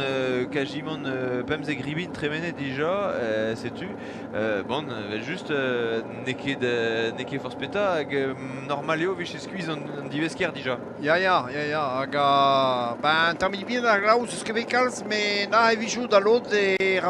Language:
Breton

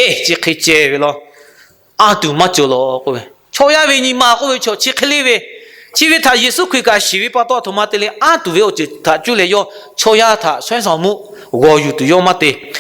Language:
Lahu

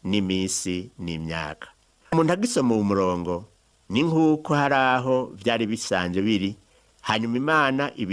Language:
Rundi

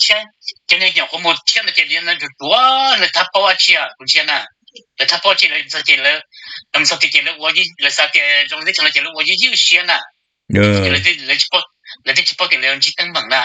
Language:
Hmong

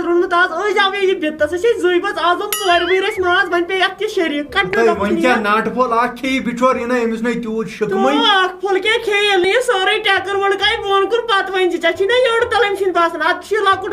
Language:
Kashmiri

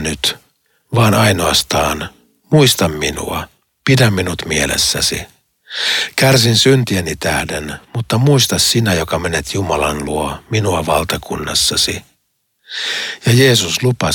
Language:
Finnish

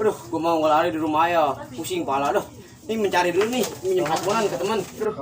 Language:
Betawi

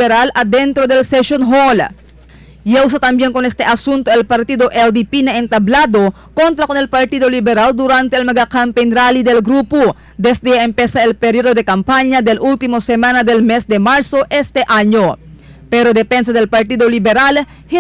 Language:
Chavacano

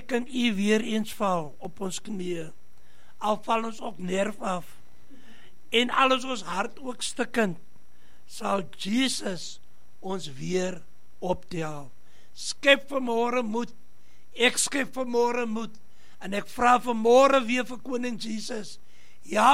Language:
Afrikaans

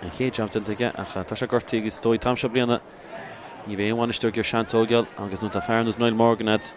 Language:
Irish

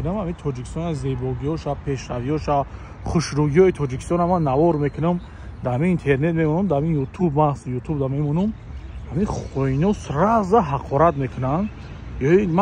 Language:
Tajik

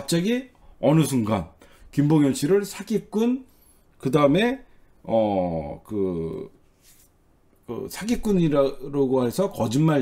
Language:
Korean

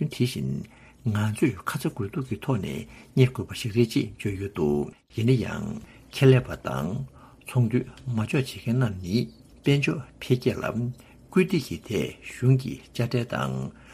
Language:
Tibetan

